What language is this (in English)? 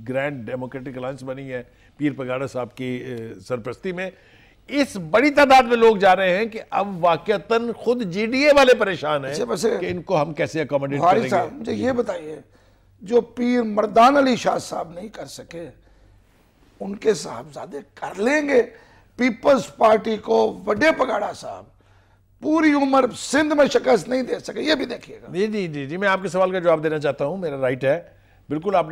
Urdu